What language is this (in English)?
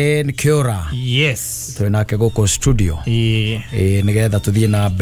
Kikuyu